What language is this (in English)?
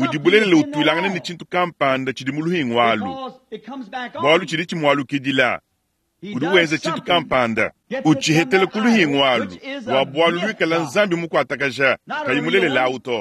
Luba-Lulua